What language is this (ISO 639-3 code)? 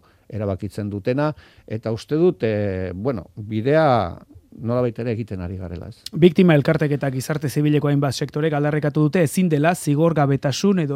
eus